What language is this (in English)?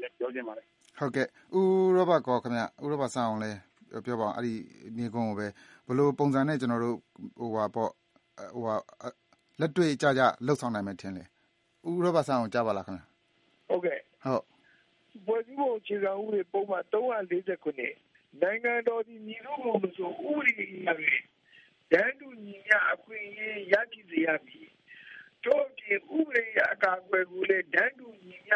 Burmese